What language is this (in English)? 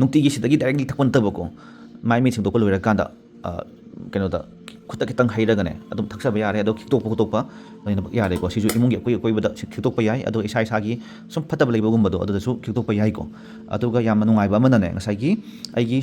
Manipuri